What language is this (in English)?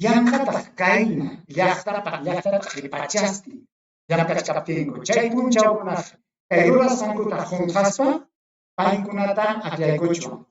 Ayacucho Quechua